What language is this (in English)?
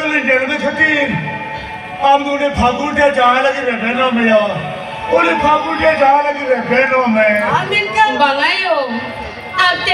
Santali